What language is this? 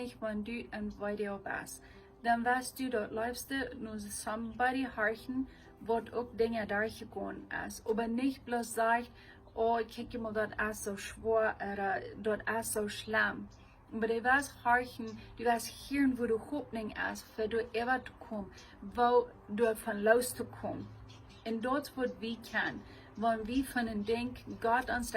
Plautdietsch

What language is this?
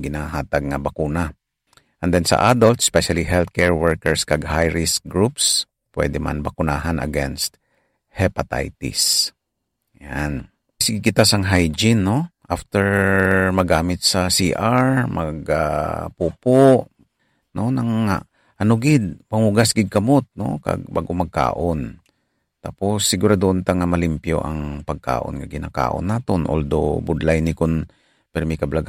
Hiligaynon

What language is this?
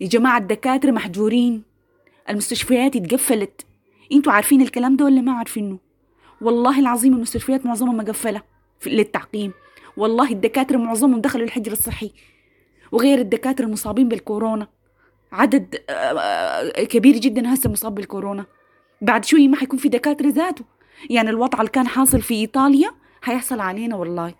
Sudanese Arabic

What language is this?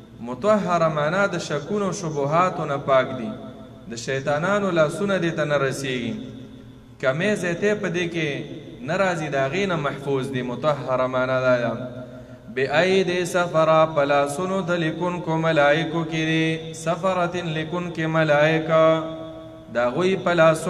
Pashto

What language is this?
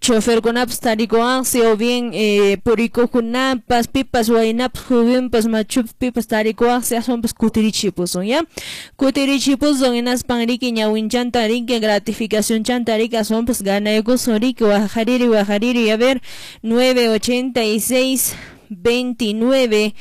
Quechua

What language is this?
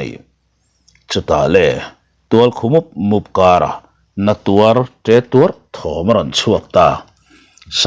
Mizo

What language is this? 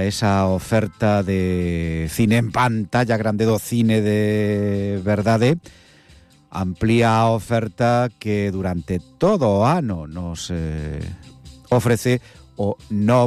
Galician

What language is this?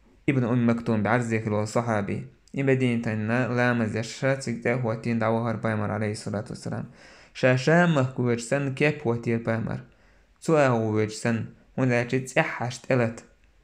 Chechen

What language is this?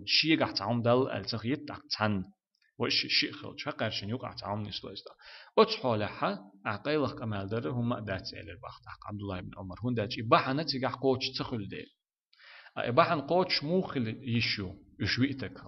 Chechen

